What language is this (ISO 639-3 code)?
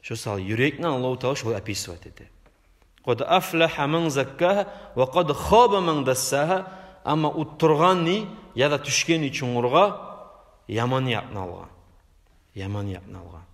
kum